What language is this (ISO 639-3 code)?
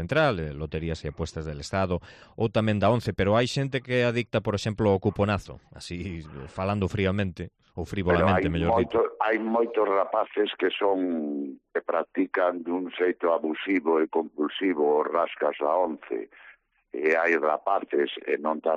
glg